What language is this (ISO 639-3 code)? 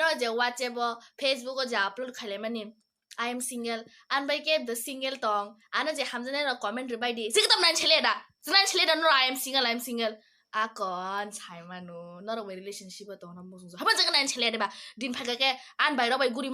trp